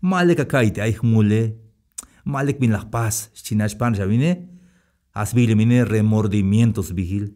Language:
Tzeltal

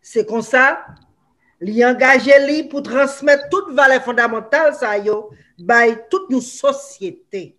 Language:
Haitian Creole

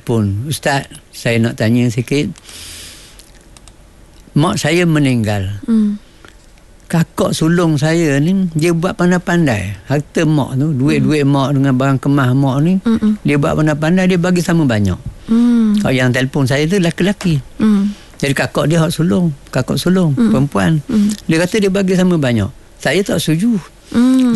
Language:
Malay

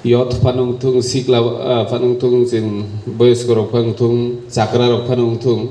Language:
Kok Borok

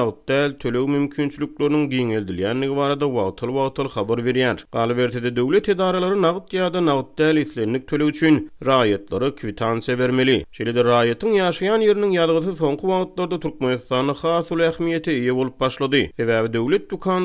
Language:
Turkmen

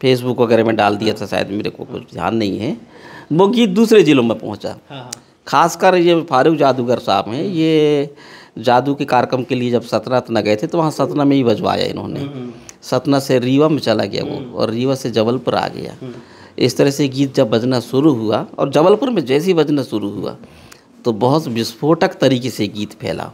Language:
Chhattisgarhi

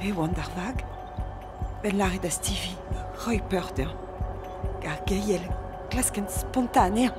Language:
Breton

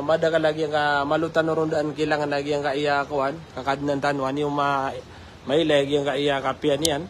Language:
Maranao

